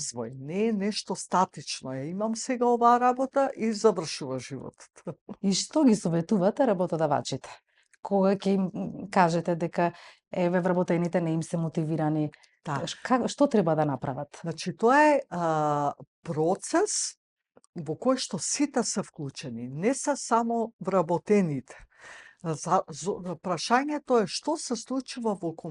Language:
Macedonian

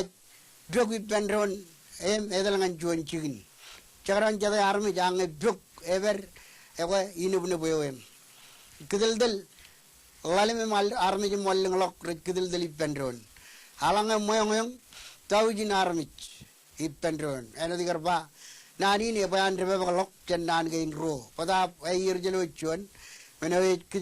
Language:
Marshallese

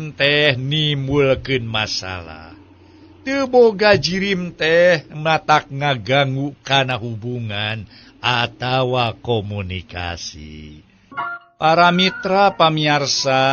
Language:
Sundanese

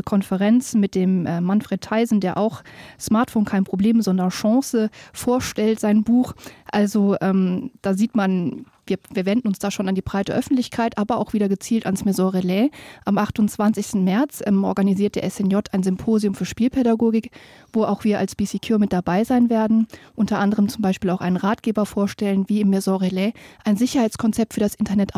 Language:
Luxembourgish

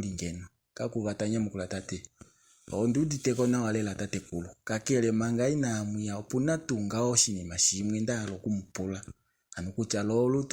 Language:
Kuanyama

